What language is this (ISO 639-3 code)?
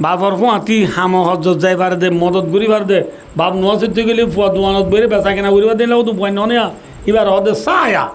rhg